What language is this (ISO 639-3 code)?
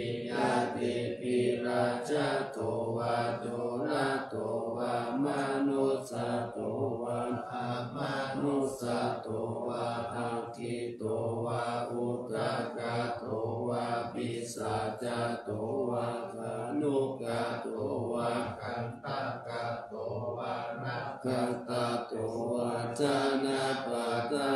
pli